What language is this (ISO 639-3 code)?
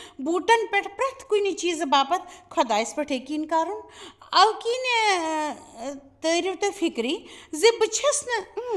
kas